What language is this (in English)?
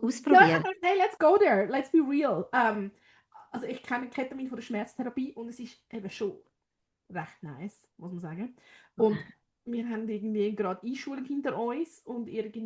Swiss German